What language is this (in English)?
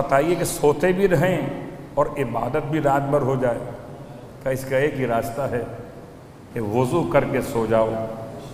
Urdu